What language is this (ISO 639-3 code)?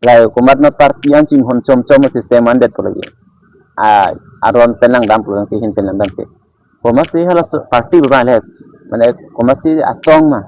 mjw